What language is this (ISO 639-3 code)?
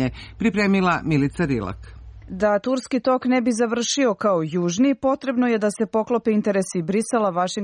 srp